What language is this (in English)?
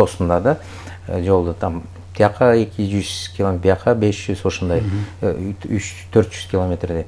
Kyrgyz